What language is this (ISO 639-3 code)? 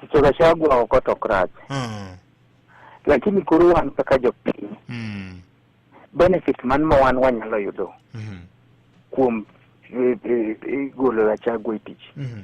luo